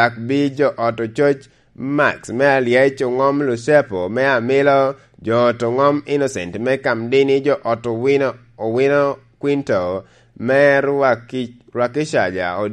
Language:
Lango (Uganda)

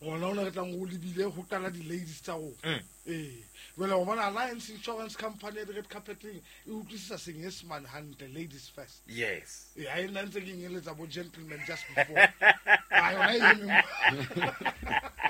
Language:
Southern Sotho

